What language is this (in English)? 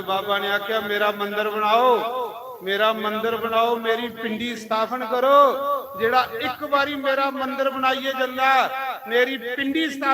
Dogri